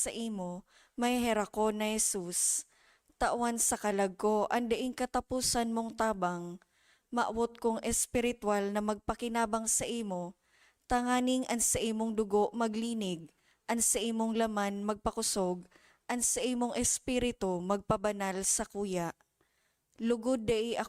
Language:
Bikol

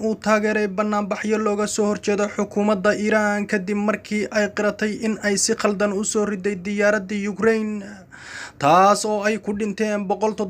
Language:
Somali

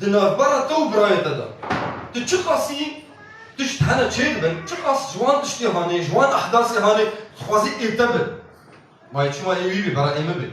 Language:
Kurdish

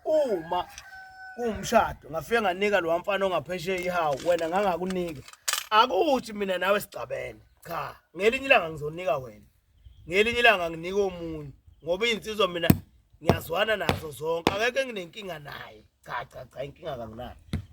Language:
Zulu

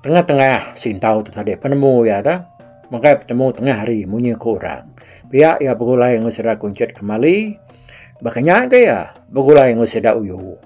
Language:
Iban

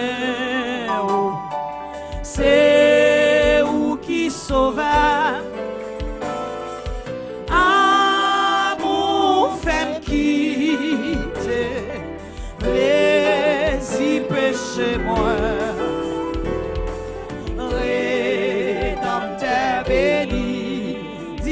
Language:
Haitian Creole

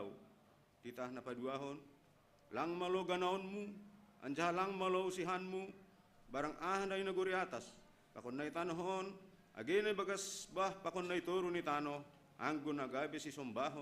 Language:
Batak Simalungun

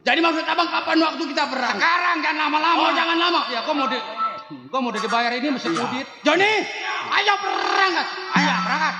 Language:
Betawi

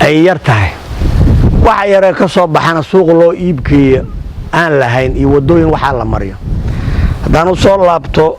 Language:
Somali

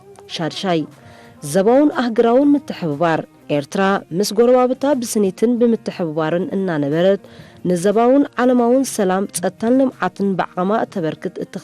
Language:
Tigrinya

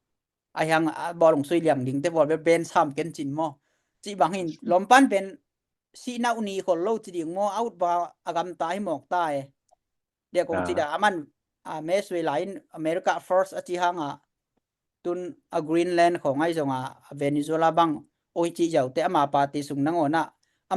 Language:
Tedim Chin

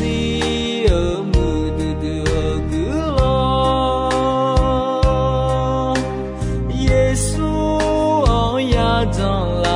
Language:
Akha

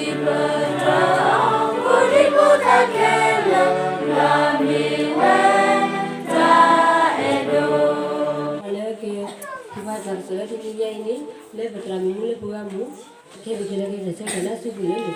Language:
S'gaw Karen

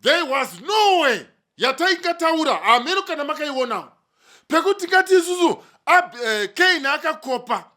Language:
Shona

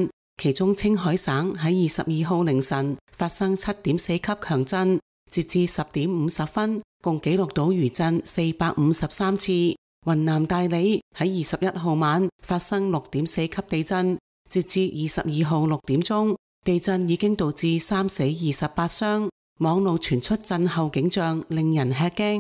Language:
Cantonese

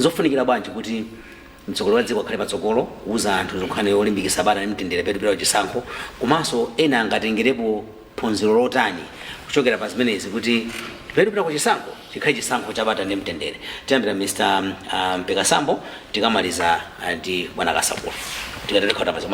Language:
Nyanja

